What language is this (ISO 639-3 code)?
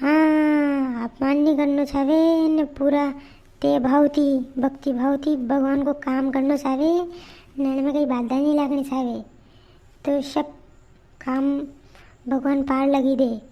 raj